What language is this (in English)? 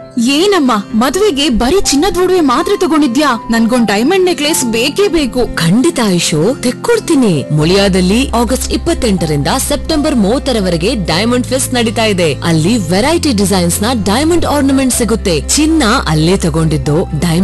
Kannada